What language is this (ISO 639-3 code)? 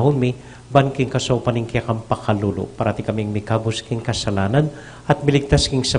pam